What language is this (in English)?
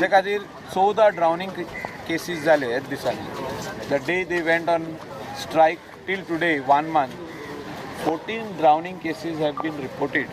Konkani